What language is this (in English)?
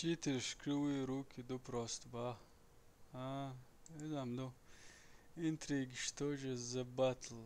Chechen